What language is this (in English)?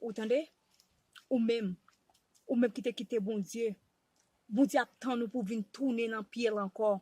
Haitian Creole